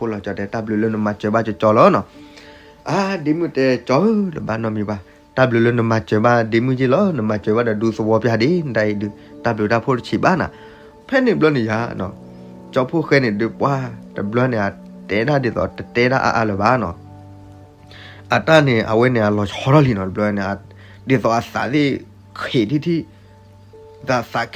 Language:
S'gaw Karen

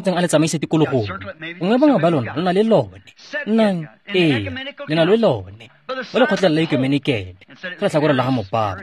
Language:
Tswana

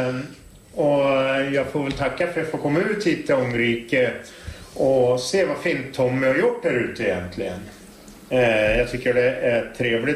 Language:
Swedish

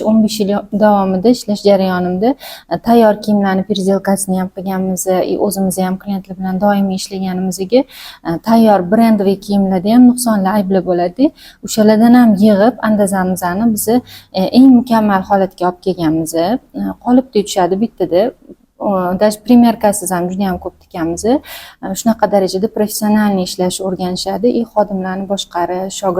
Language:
Uzbek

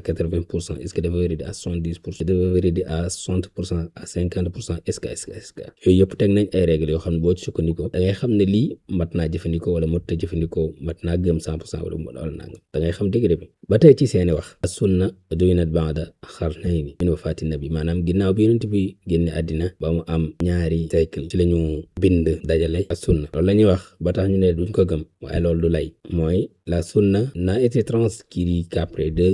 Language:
Wolof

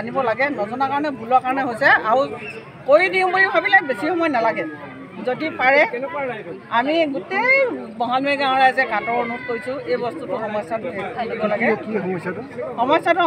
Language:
Assamese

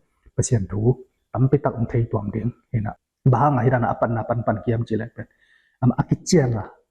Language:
Tedim Chin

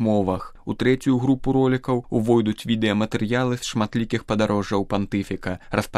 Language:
Belarusian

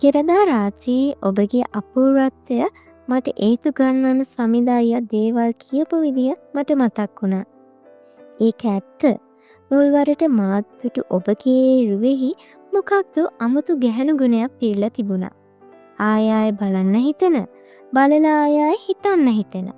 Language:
Sinhala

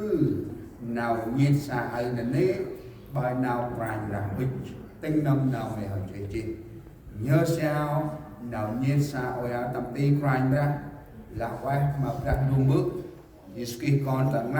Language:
Central Mnong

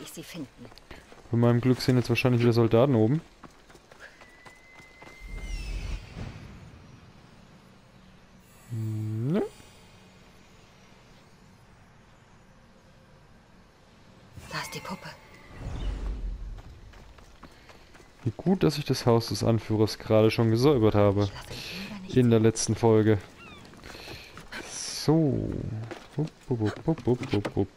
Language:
German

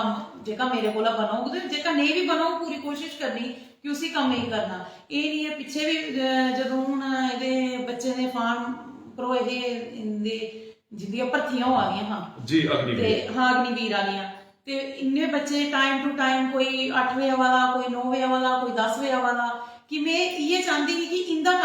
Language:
Dogri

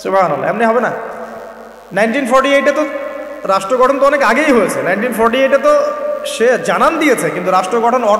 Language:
Bangla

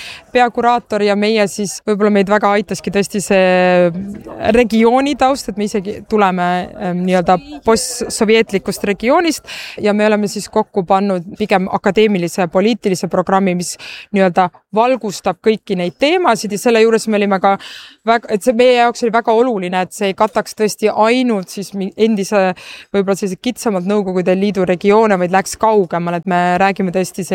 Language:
Estonian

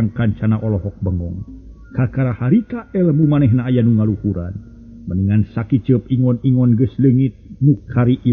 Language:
Sundanese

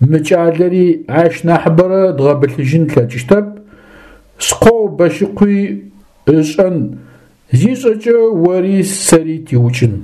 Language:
Adyghe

